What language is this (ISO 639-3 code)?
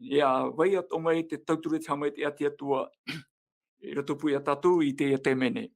tah